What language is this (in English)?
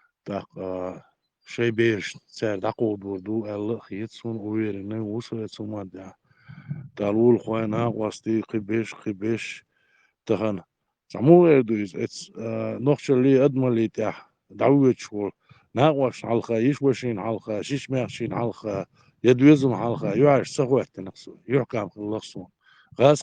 Chechen